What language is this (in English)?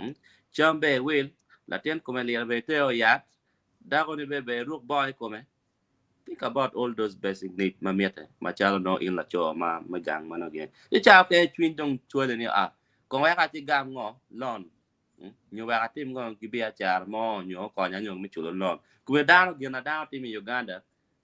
Acoli